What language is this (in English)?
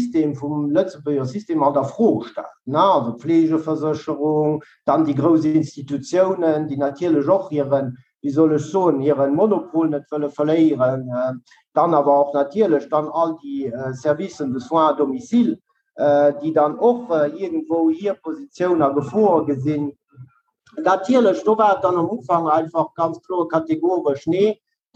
Luxembourgish